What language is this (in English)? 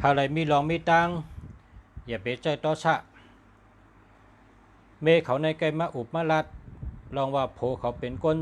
Shan